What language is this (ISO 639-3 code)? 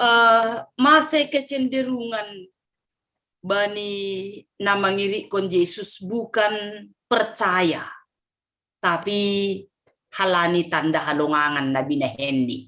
bts